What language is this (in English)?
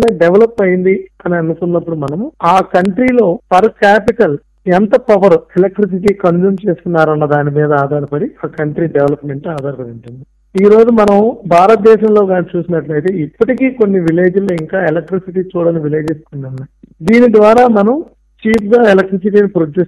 Telugu